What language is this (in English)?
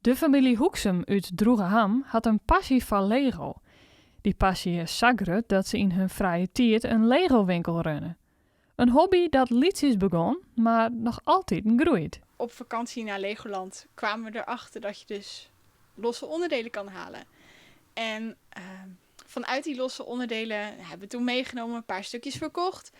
Western Frisian